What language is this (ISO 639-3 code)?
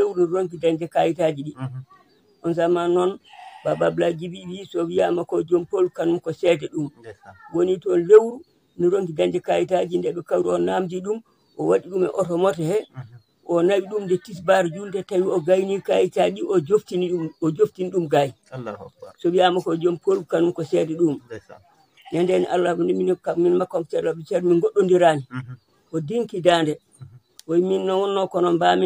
ful